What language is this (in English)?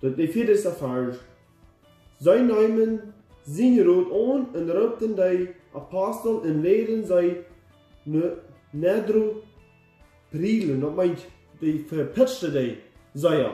Plautdietsch